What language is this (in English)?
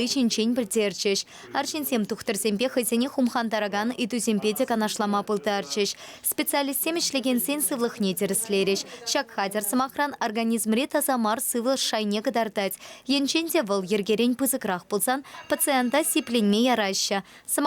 Chuvash